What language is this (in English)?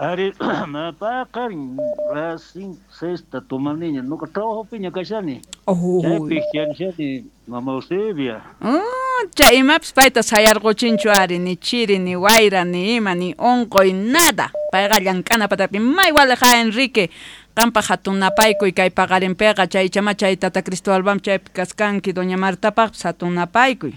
South Bolivian Quechua